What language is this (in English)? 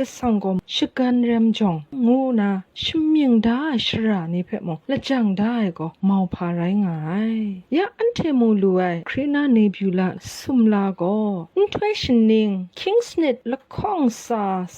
Kachin